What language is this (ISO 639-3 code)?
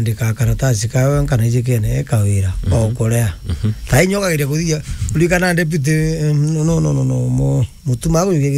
mer